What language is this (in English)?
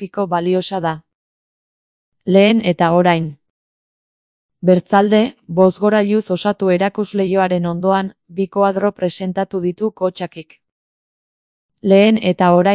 Basque